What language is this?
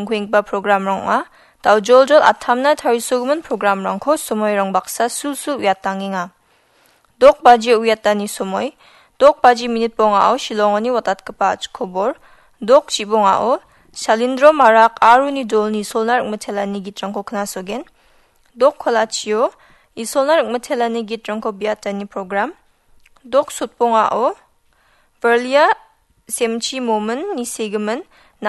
Garo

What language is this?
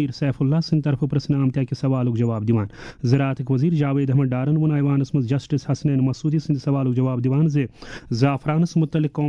Kashmiri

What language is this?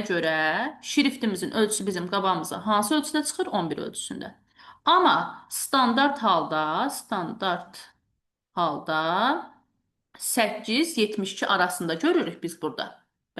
Azerbaijani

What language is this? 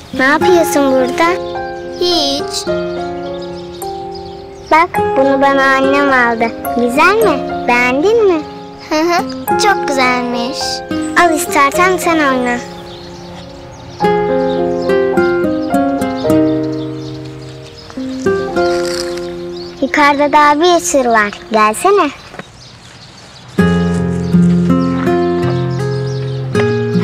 Turkish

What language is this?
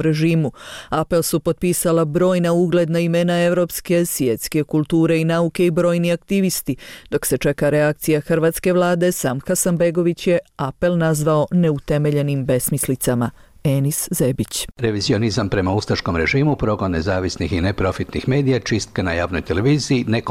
Bosnian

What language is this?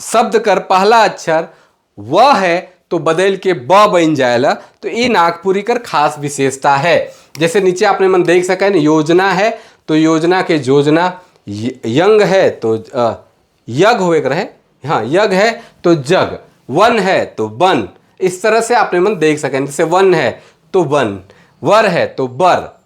Sadri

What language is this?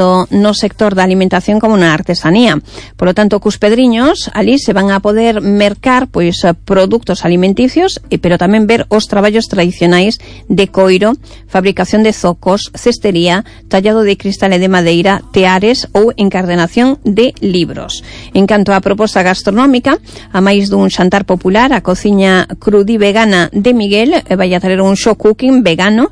Galician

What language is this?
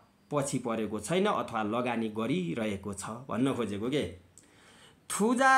Nepali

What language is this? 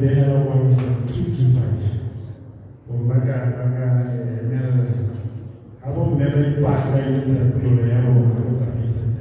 Tswana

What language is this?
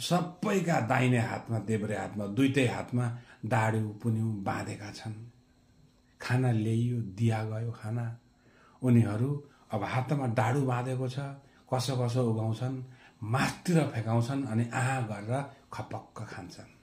Nepali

